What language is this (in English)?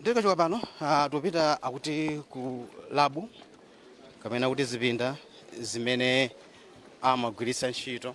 Nyanja